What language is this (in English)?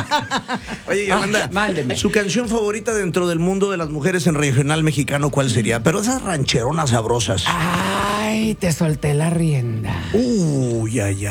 Spanish